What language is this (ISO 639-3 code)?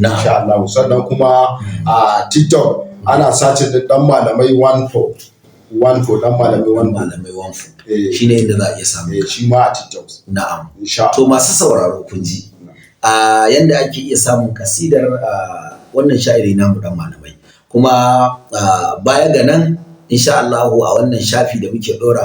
hau